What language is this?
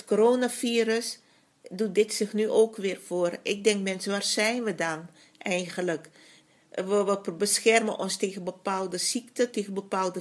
Dutch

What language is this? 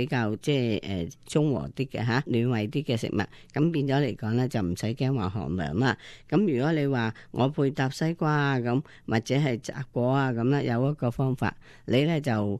Cantonese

